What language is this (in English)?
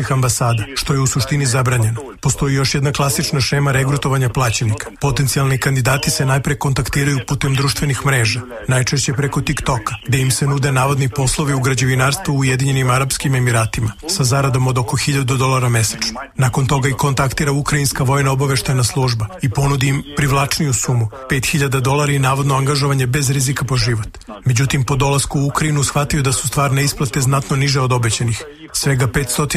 Serbian